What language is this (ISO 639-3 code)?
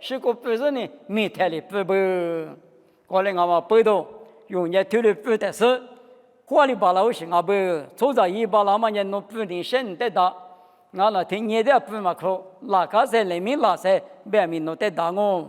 lis